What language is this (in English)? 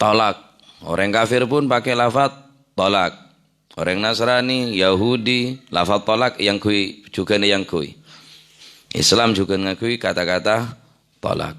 Madurese